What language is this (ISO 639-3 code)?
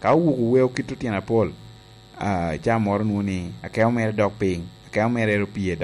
laj